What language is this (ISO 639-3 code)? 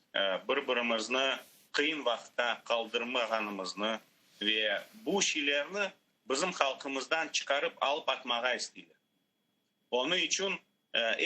crh